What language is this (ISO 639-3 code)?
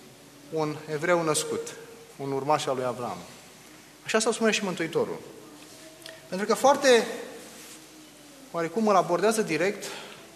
ron